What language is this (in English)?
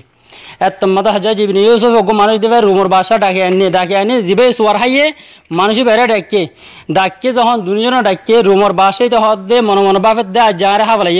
Rohingya